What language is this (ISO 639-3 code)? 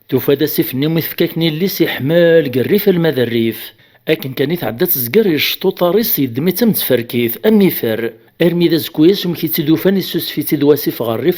kab